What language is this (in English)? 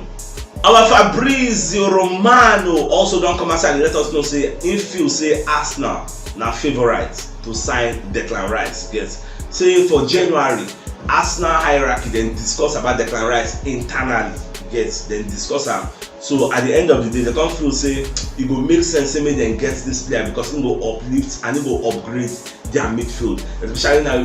Nigerian Pidgin